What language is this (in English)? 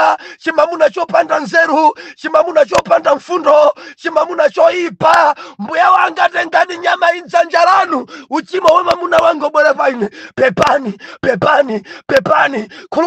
Nyanja